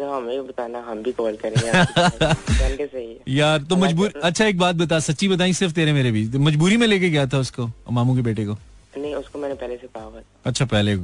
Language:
Hindi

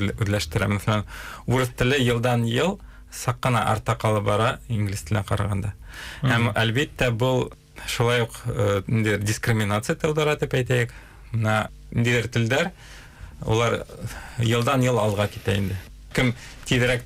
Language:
Bashkir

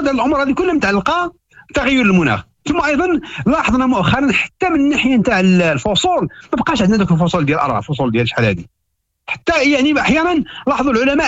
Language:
Moroccan Arabic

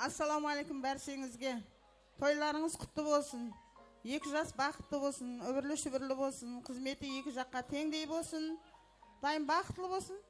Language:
Kara-Kalpak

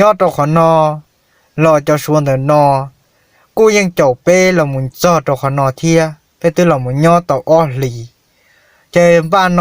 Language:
Hmong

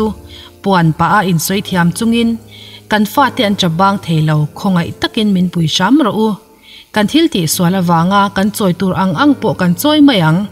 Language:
Mizo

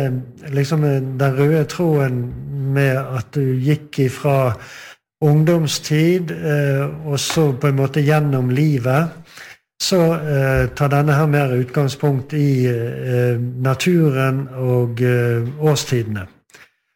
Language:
Norwegian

